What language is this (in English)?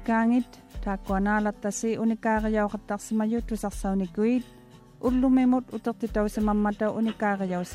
Māori